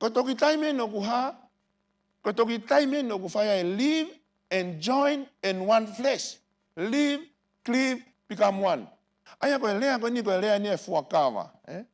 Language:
Tongan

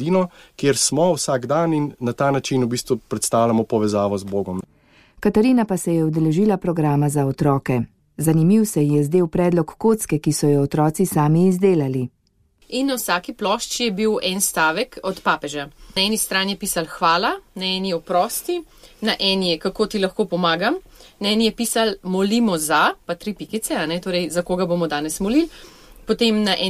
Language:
Slovenian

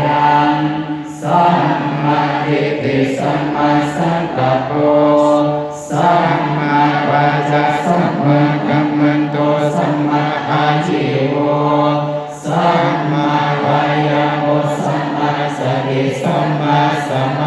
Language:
Pali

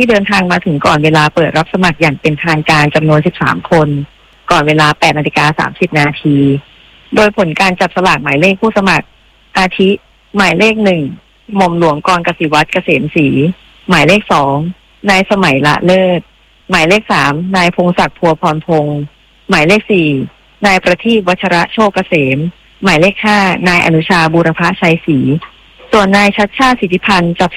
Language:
Thai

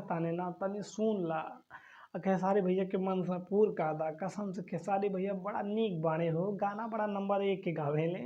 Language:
Bhojpuri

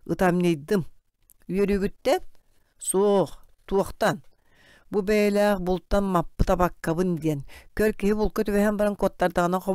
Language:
Yakut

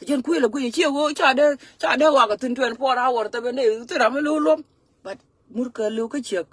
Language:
Nuer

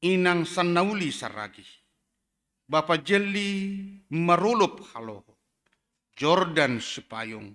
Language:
Batak Simalungun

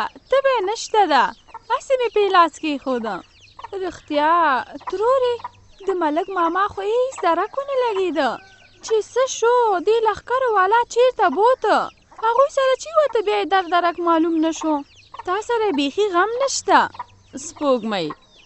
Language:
Pashto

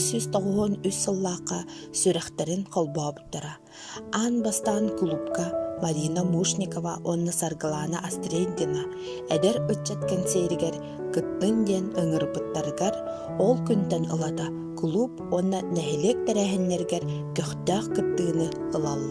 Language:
Yakut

